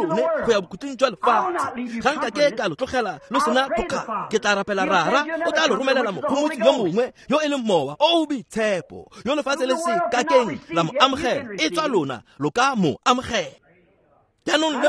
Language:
Tswana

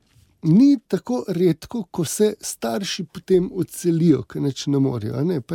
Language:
Slovenian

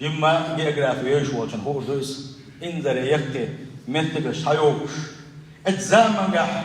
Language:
Chechen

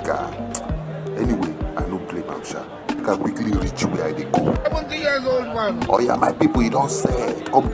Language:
Nigerian Pidgin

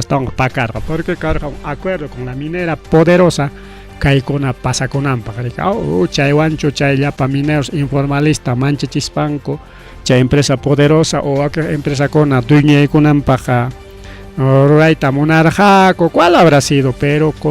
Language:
Ayacucho Quechua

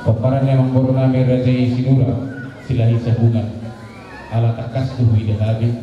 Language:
Batak Toba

